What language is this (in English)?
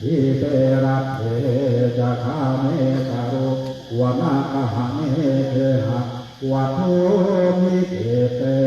Pali